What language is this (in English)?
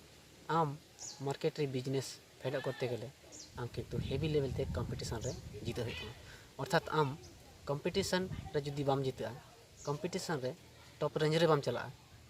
Santali